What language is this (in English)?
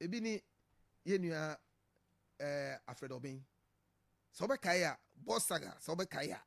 Akan